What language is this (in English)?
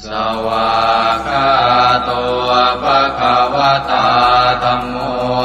Pali